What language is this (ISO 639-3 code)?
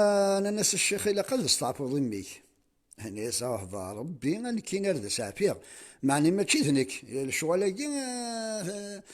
kab